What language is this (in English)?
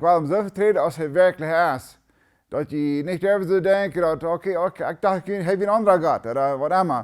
Plautdietsch